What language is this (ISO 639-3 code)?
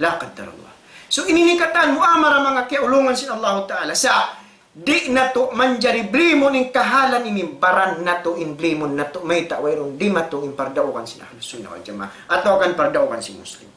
tsg